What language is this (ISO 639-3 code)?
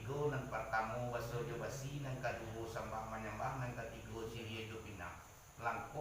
min